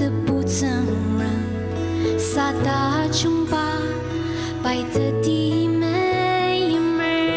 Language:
Ao Naga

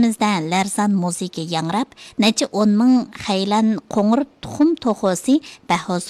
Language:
Uyghur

